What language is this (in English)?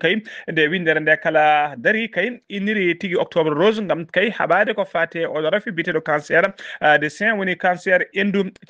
Fula